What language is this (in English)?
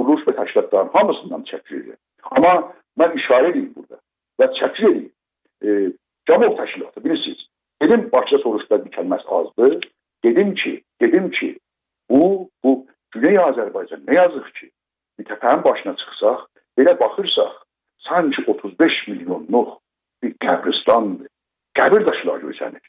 South Azerbaijani